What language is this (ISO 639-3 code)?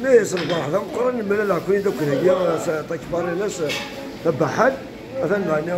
kab